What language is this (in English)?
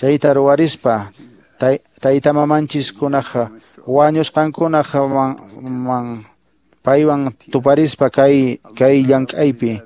Quechua